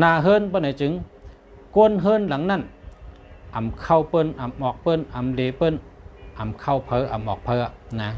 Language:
Shan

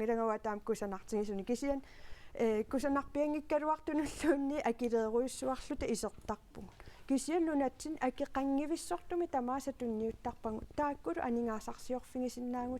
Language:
Kalaallisut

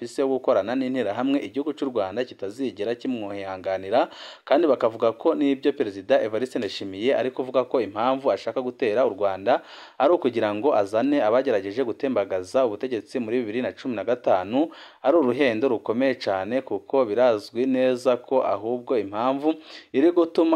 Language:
Rundi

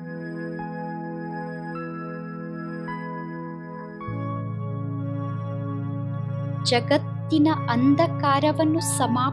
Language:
Kannada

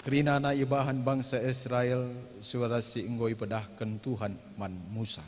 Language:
Batak Karo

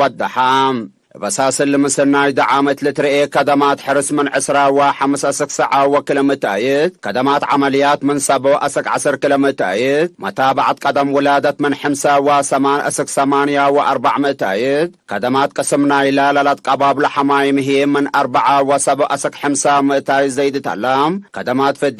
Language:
Tigre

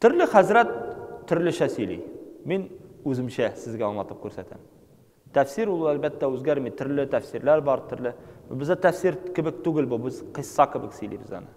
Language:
Tatar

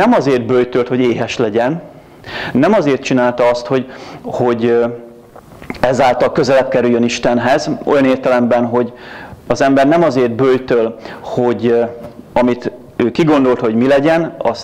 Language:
Hungarian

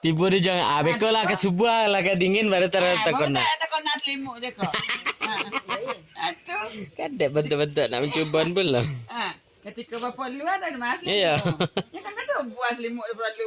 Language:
Minangkabau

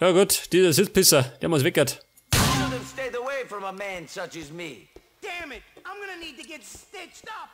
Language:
Bavarian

